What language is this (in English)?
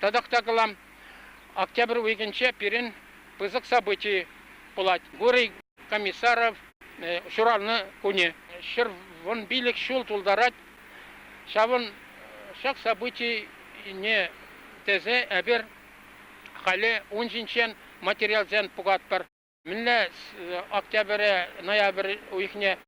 Chuvash